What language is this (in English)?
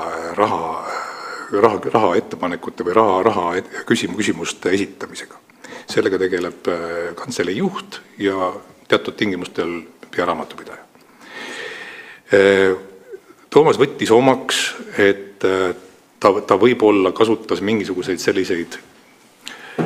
Estonian